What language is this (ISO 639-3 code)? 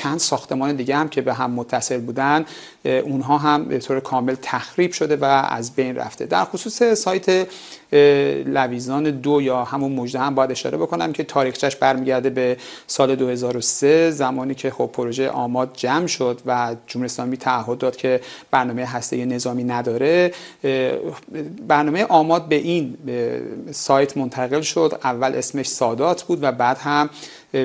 fas